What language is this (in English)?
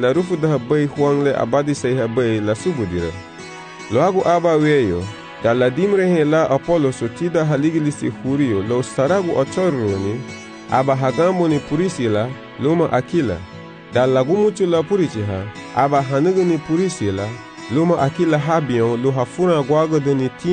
Garifuna